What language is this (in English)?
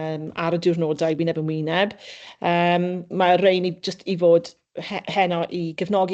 Welsh